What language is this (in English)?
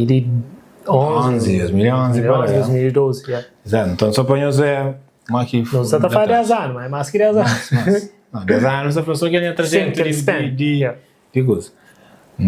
Kabuverdianu